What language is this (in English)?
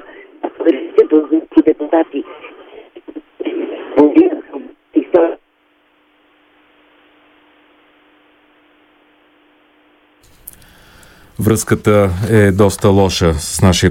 Bulgarian